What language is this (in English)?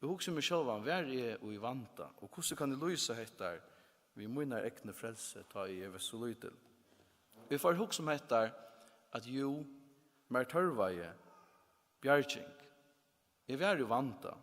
Faroese